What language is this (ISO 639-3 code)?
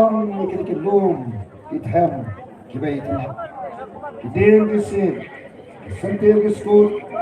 kha